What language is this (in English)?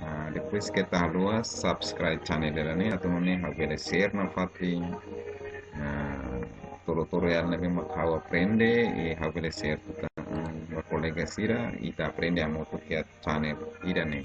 Tetum